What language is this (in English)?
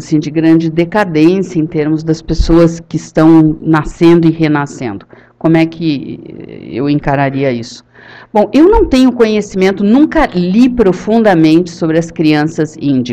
Portuguese